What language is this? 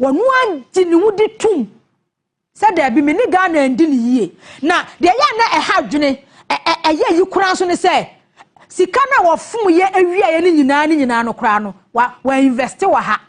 Akan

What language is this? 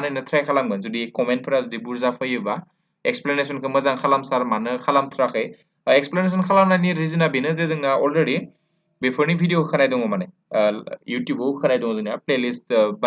Bodo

